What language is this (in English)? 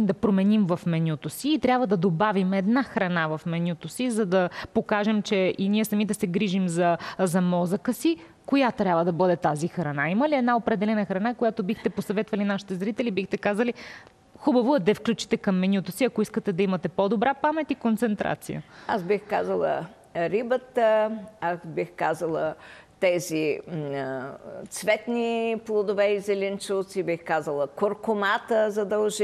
Bulgarian